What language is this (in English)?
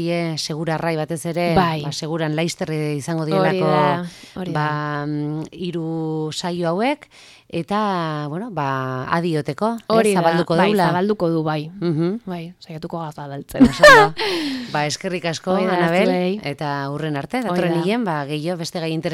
Basque